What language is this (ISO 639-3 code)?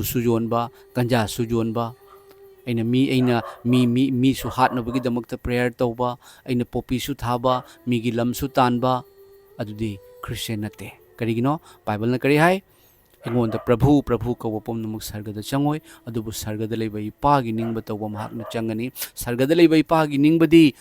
mni